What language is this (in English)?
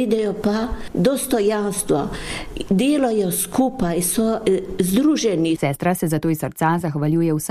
Slovenian